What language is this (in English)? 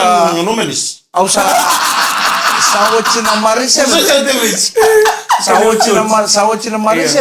Fijian